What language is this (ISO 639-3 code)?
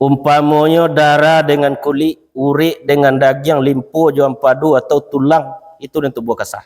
min